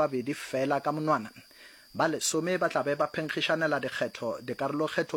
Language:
Northern Sotho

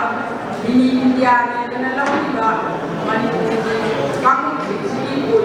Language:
Manipuri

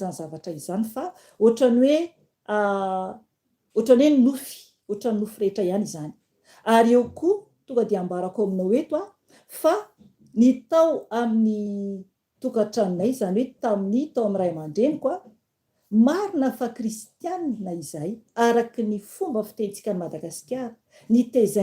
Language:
Malagasy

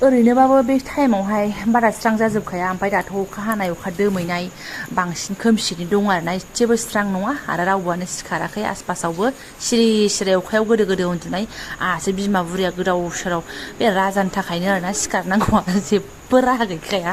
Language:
Bodo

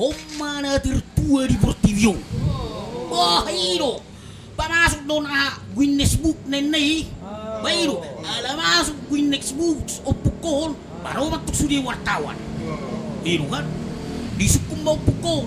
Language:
Batak Toba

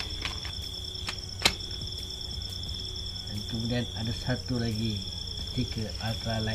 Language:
Malay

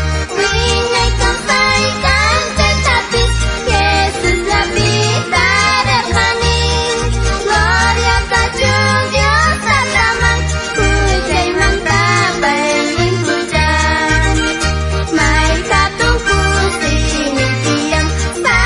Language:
South Bolivian Quechua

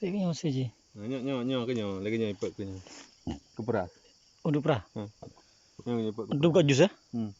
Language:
Achinese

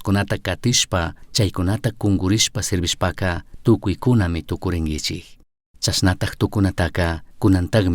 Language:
Chimborazo Highland Quichua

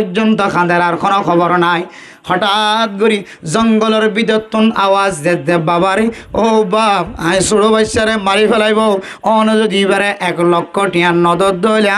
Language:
Rohingya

